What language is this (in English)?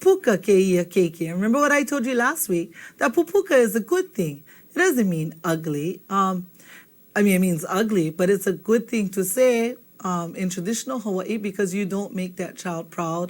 Hawaiian